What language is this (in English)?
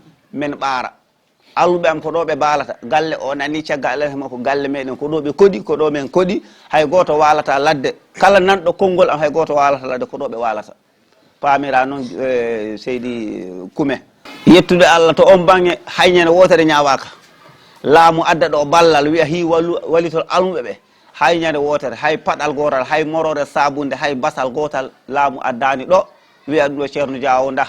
Fula